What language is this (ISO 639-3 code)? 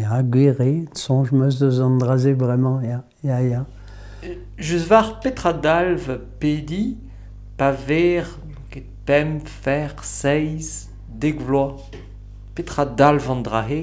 bre